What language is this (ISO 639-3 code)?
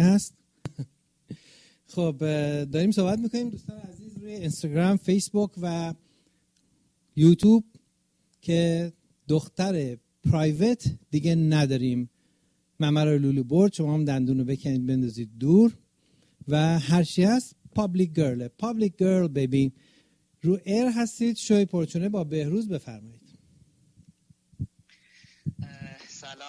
fas